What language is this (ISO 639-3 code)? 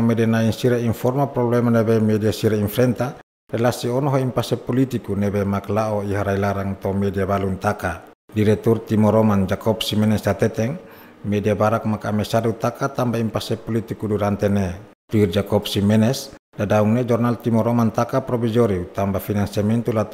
tet